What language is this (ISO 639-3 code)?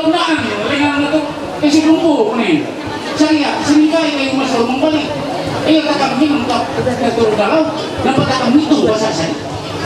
mhy